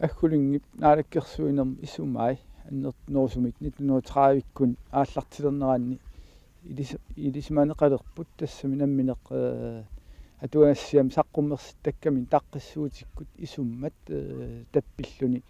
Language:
Kalaallisut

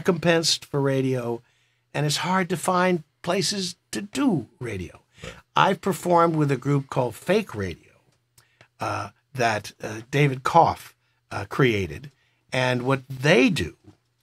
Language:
English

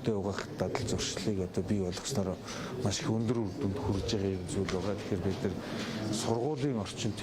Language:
Mongolian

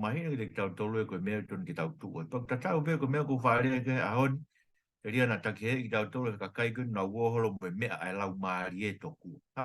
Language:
Tongan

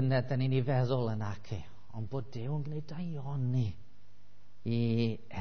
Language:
Welsh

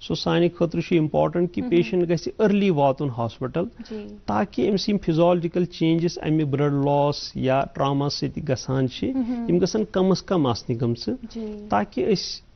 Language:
Kashmiri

